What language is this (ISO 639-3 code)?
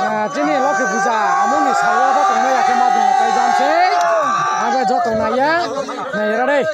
ria